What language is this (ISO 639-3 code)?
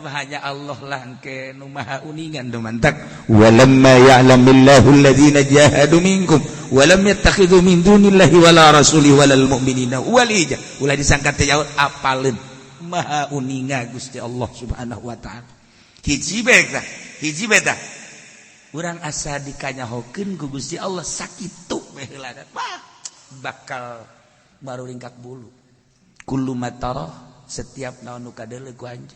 sun